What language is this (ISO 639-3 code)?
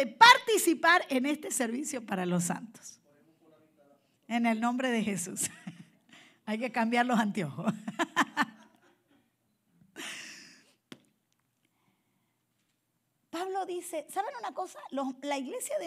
spa